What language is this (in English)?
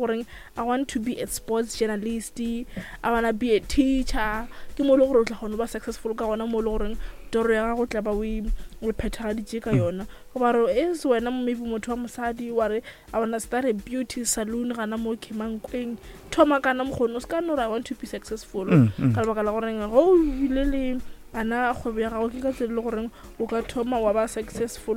Northern Sotho